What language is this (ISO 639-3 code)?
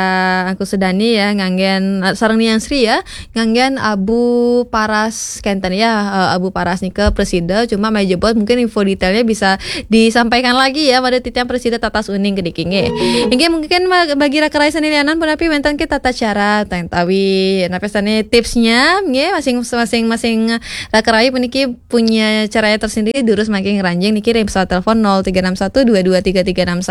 ban